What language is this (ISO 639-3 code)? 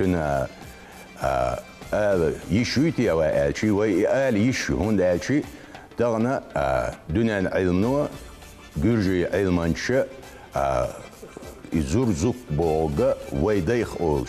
che